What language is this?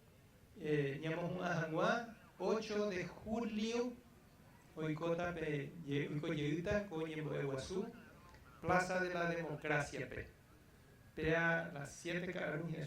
Guarani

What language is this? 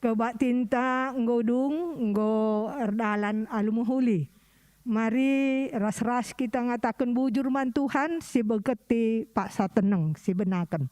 Batak Karo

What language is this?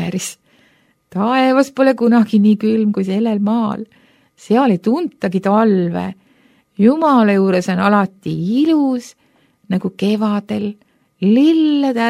Estonian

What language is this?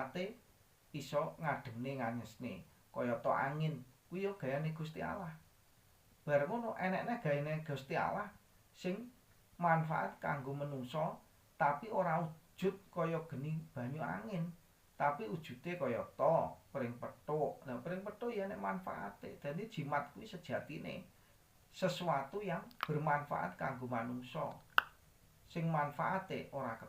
Javanese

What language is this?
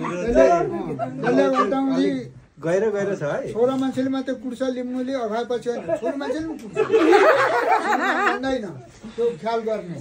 Nepali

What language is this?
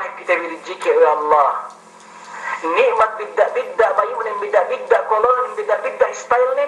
Yakan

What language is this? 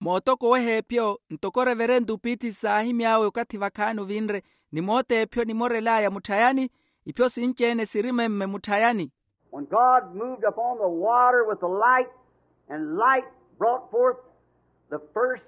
Makhuwa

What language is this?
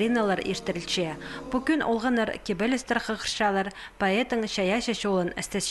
Khakas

